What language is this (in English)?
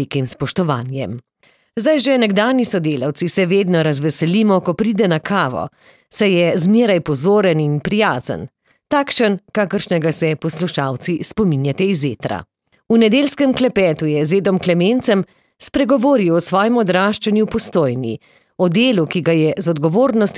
Slovenian